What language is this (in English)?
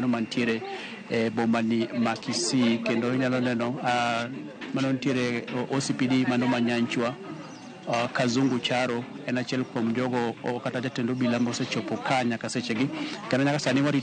Luo (Kenya and Tanzania)